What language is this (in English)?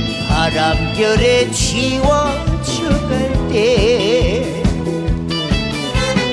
Korean